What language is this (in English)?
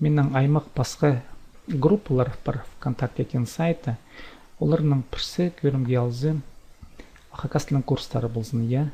Khakas